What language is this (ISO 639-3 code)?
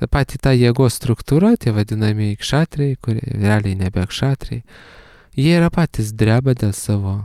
lit